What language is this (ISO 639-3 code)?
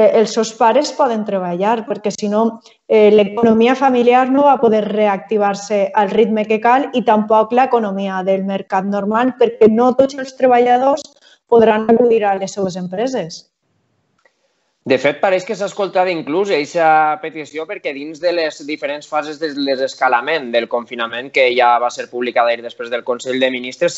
cat